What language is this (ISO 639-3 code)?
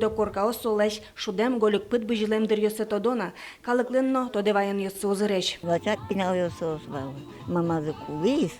udm